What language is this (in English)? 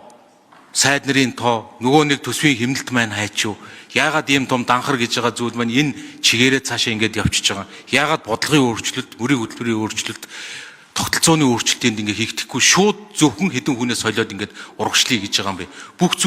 Mongolian